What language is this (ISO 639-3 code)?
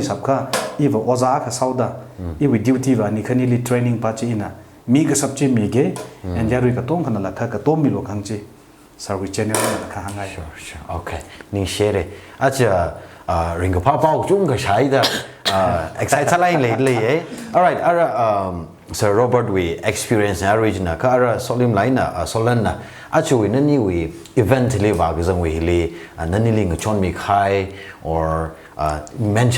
nmf